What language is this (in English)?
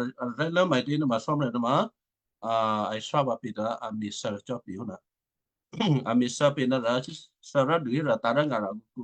Western Kayah